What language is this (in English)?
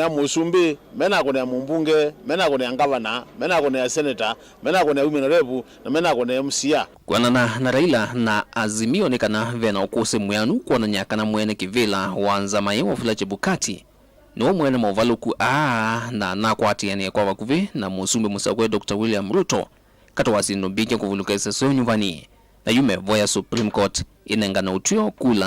Kamba